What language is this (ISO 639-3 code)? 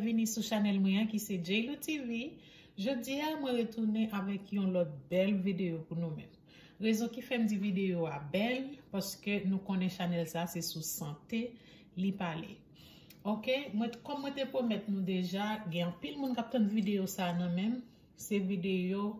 hat